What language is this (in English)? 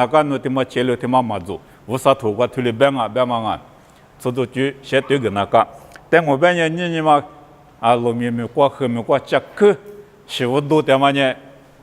Lisu